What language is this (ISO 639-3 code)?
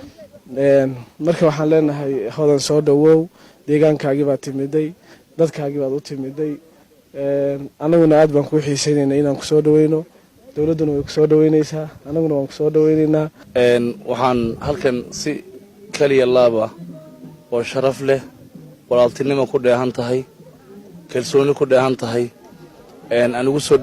som